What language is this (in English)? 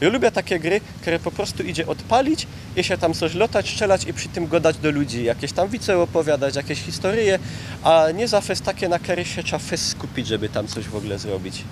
Silesian